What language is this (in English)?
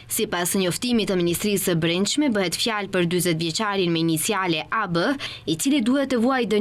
Albanian